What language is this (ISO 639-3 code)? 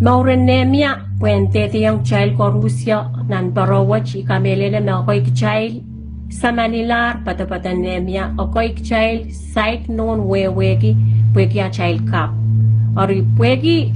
pon